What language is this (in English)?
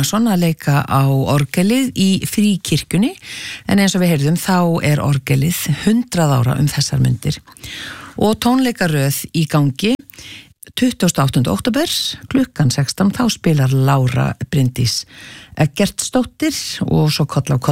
Icelandic